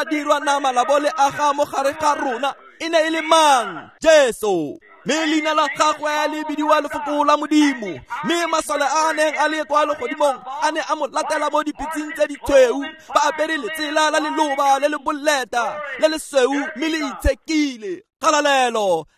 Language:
Tswana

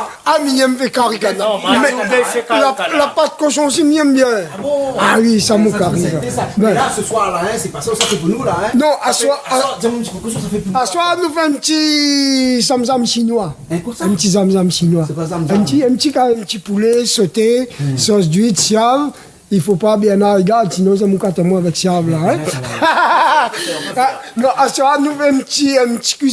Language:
Réunion Creole French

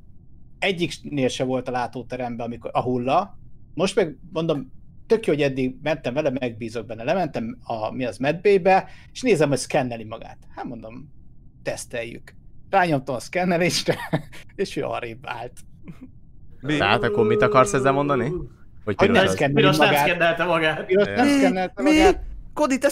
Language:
Hungarian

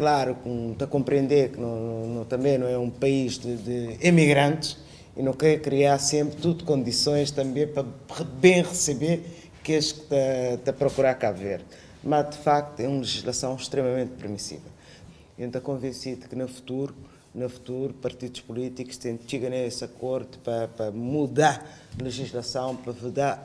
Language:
Kabuverdianu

